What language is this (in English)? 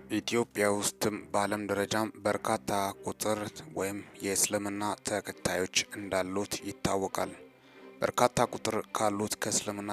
Amharic